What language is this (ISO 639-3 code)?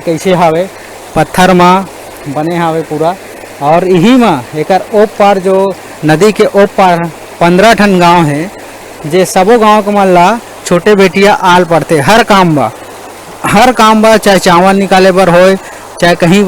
hne